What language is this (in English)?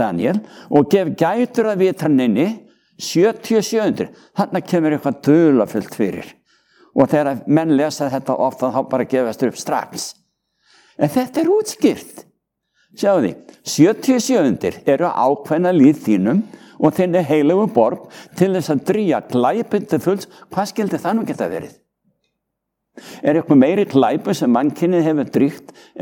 Icelandic